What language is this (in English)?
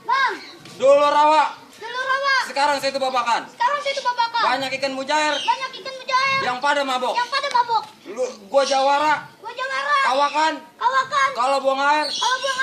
Betawi